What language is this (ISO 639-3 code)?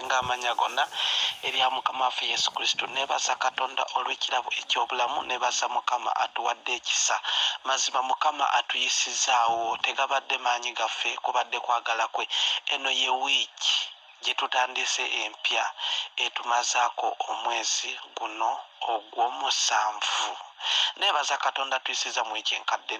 lug